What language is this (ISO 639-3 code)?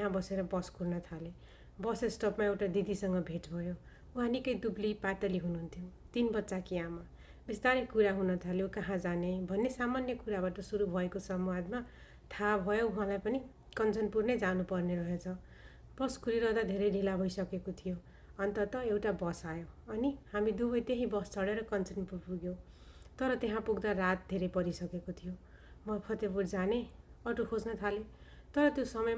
nep